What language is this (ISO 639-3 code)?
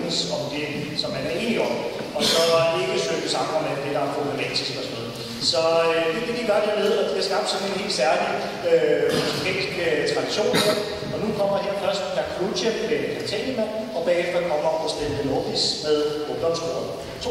dan